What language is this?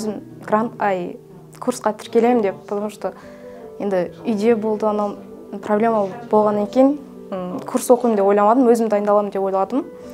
Kazakh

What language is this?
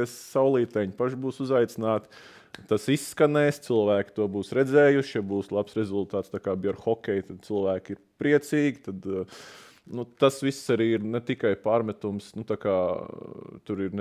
Latvian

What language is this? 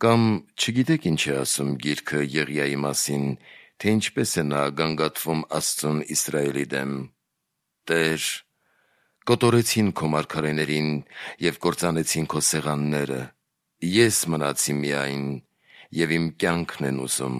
Armenian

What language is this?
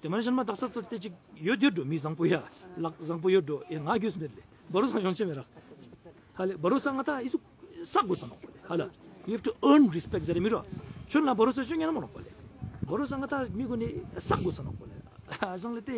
Ladakhi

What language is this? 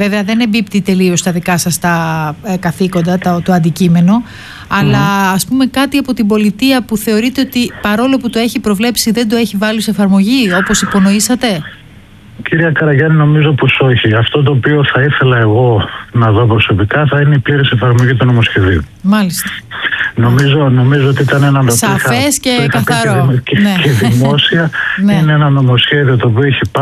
Greek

